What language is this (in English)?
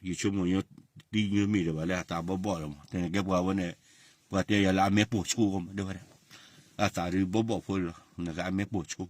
S'gaw Karen